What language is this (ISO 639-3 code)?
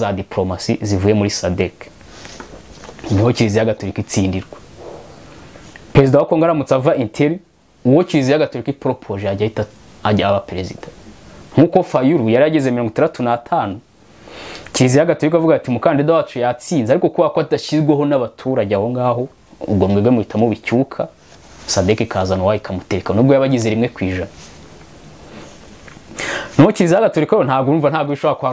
kin